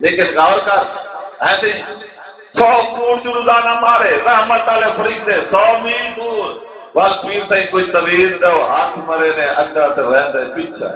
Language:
Saraiki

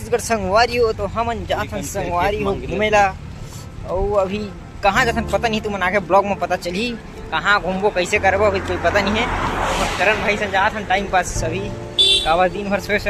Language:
Chhattisgarhi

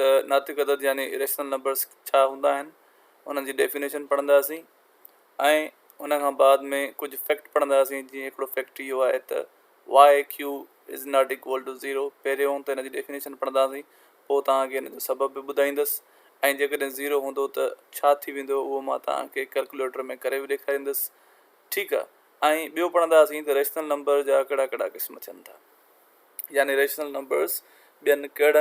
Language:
Sindhi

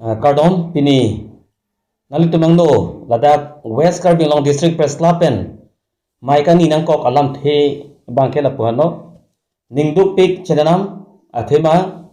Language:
Karbi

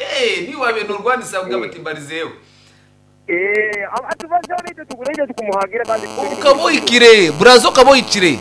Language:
Nyankole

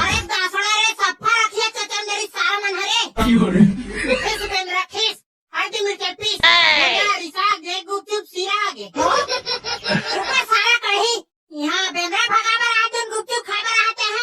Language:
Chhattisgarhi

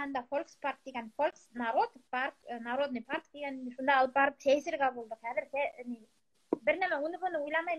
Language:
Bashkir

